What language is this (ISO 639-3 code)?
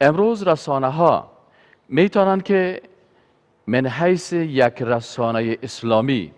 fas